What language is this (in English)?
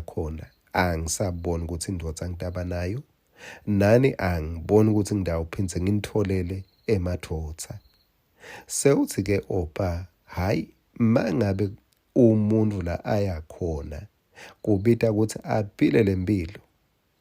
Swati